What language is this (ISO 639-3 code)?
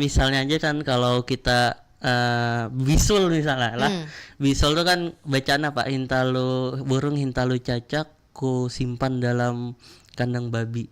bjn